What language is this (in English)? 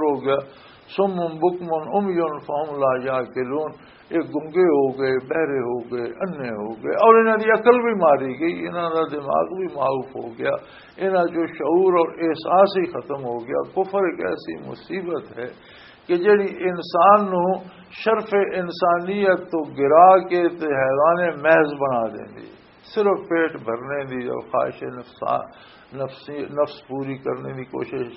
Western Panjabi